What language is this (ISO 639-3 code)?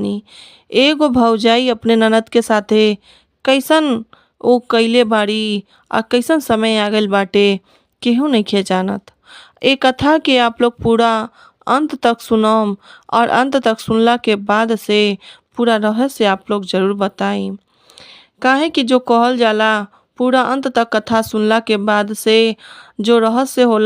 bho